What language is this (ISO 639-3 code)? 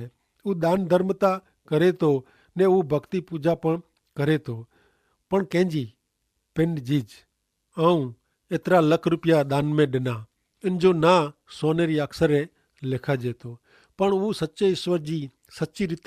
kfr